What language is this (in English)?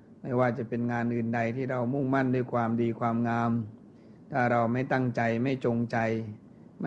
Thai